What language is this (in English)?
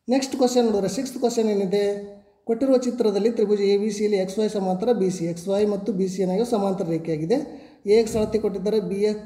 Kannada